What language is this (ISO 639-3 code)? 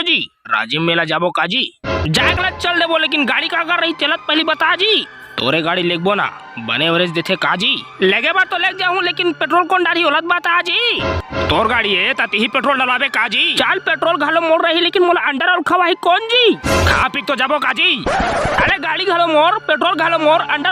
hne